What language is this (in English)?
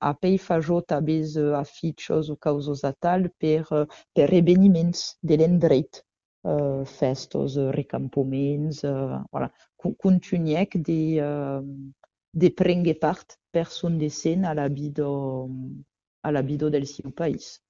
Occitan